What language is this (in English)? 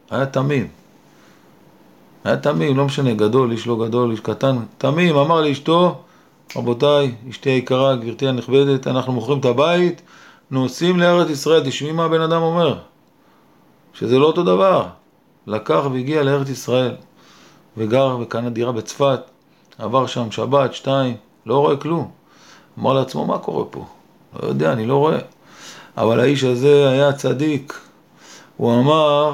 Hebrew